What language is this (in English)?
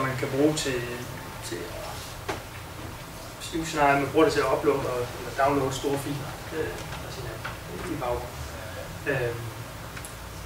Danish